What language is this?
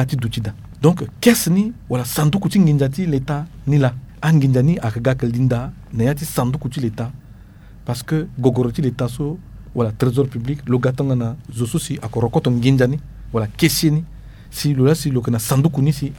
Sango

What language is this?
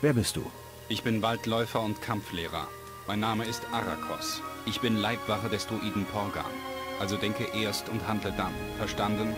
Bavarian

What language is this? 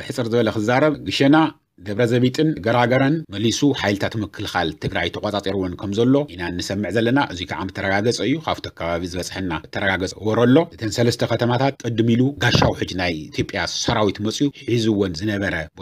Tigrinya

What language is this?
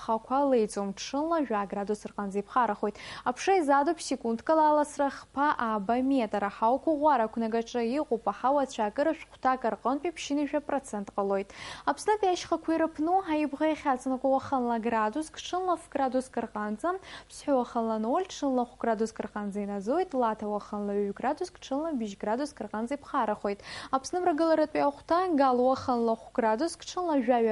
Abkhazian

